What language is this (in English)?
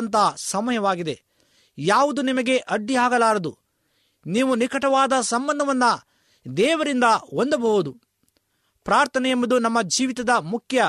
Kannada